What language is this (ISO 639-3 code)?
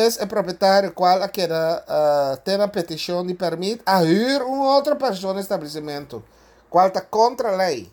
pap